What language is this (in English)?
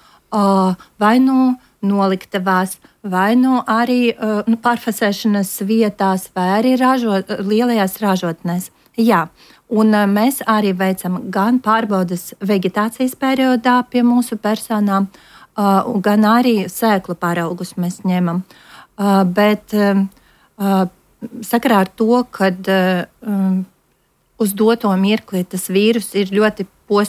Latvian